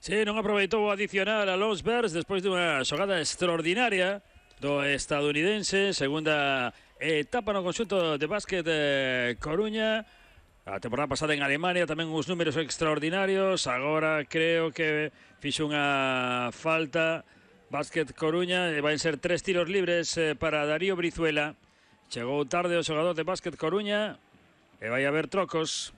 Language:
Galician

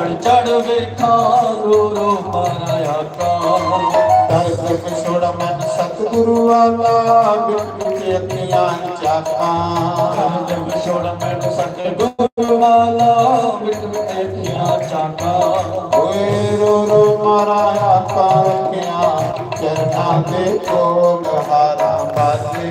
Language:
Dogri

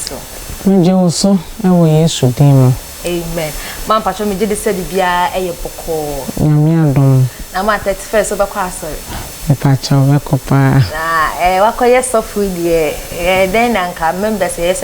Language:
Akan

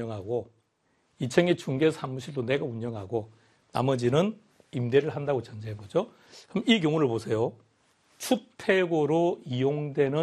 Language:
Korean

